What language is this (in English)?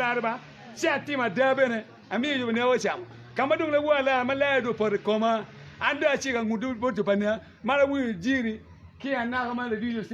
Acoli